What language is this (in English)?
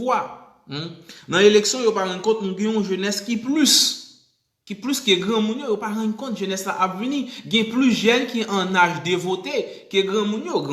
Haitian Creole